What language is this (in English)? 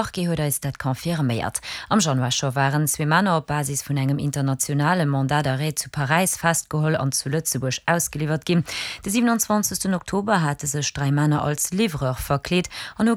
Luxembourgish